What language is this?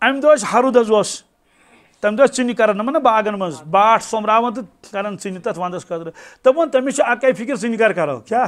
Kashmiri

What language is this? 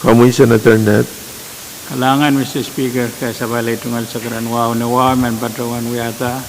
Pohnpeian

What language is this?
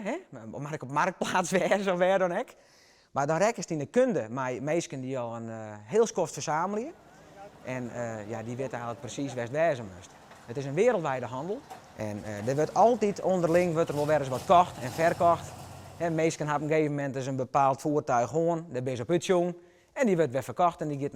Western Frisian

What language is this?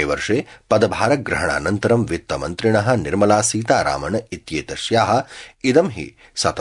Sanskrit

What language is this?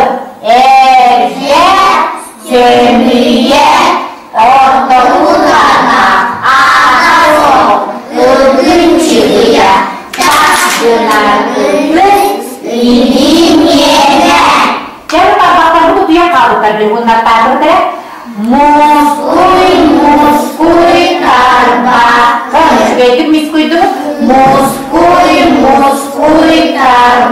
Yakut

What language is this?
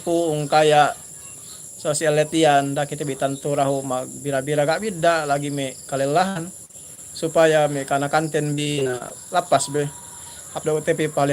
Yakan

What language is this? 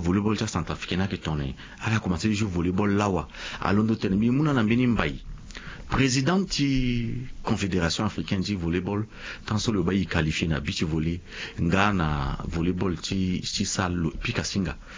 Sango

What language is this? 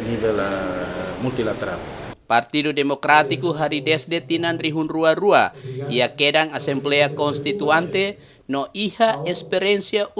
Tetum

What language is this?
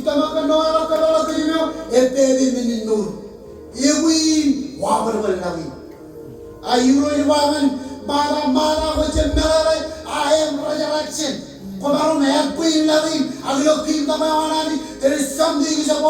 Marshallese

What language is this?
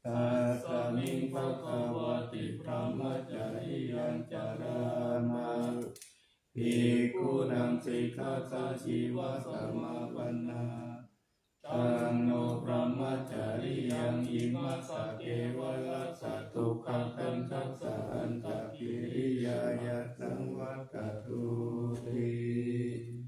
Pali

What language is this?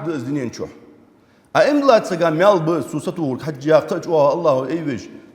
Ingush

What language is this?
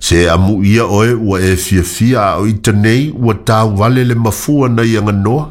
Samoan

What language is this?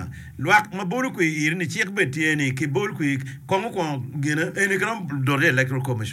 Acoli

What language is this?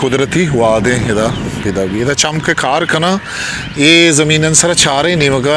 Eastern Balochi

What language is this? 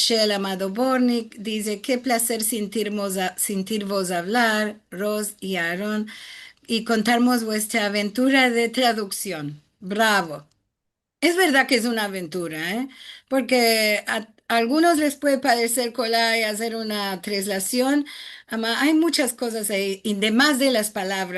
Ladino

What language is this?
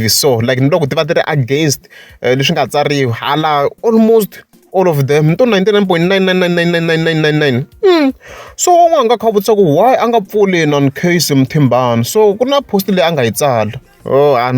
Tsonga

